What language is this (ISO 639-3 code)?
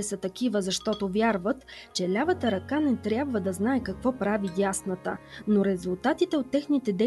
bul